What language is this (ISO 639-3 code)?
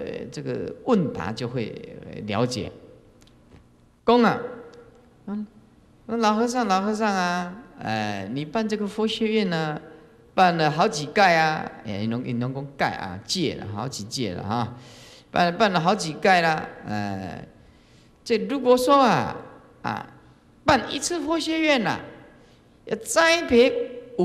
zho